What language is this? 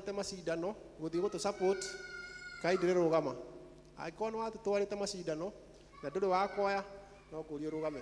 Kikuyu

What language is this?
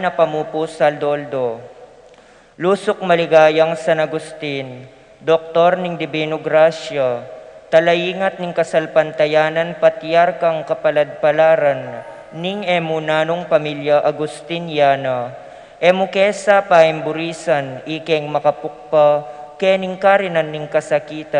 Pampanga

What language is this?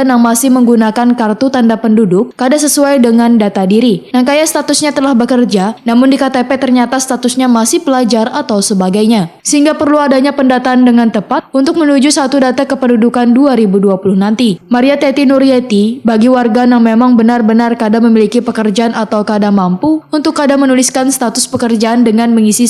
Banjar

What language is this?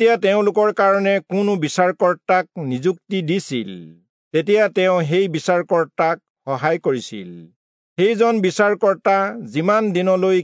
Assamese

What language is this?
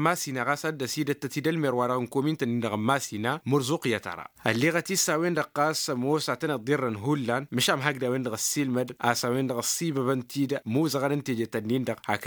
Tamasheq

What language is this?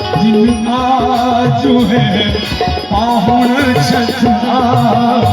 Maithili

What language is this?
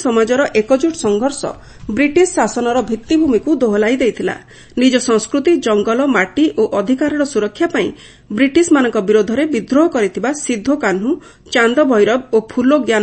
Odia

